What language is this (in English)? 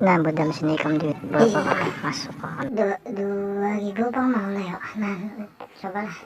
Banjar